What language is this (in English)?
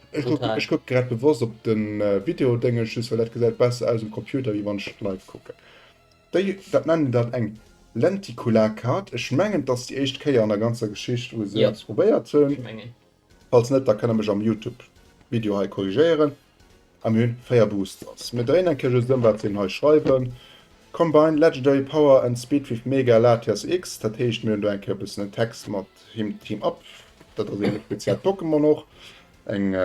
Luxembourgish